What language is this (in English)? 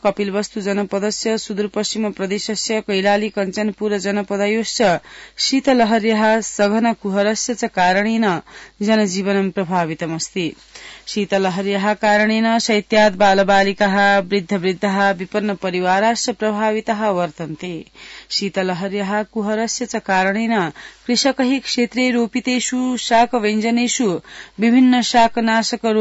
Sanskrit